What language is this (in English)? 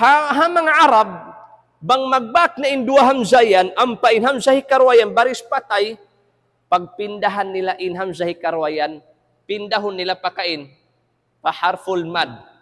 Tausug